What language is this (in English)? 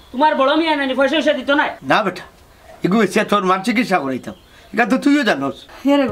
Sylheti